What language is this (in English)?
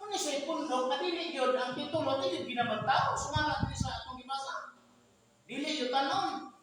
Cebuano